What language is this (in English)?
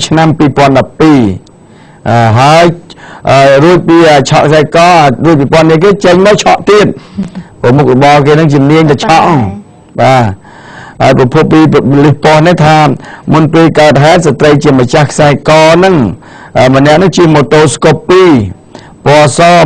Khmer